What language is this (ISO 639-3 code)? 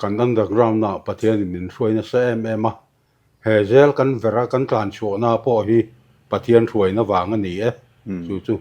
lus